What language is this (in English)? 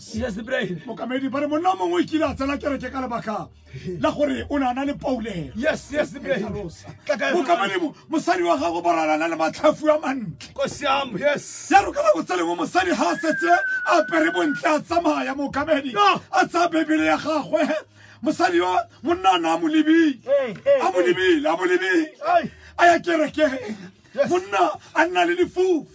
Tswana